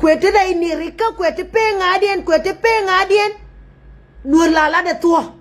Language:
Nuer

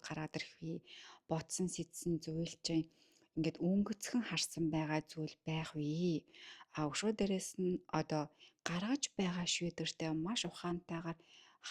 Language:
Mongolian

